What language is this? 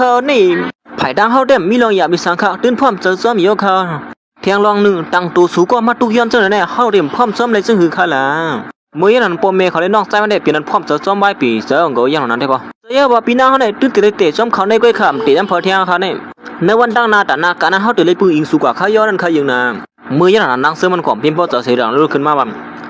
Shan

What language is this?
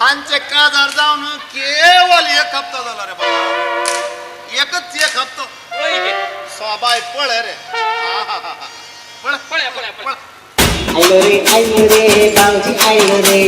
Konkani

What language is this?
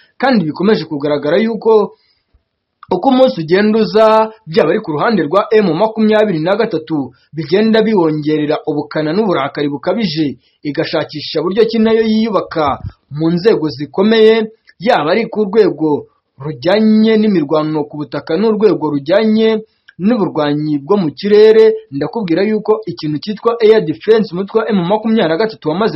Kinyarwanda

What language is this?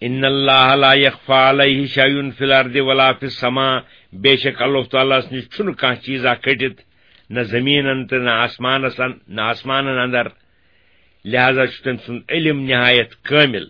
Kashmiri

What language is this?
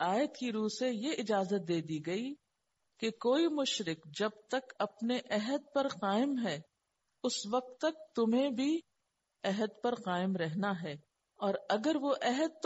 Urdu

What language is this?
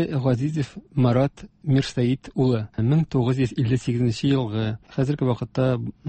Tatar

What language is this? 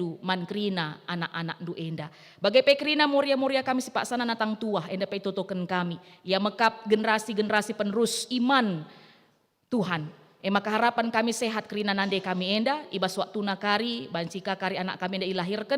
Batak Karo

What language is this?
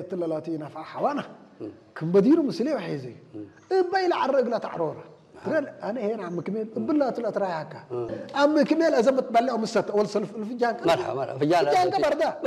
Tigrinya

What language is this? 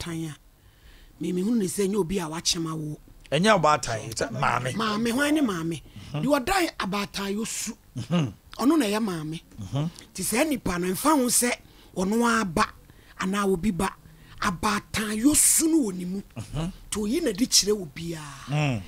Akan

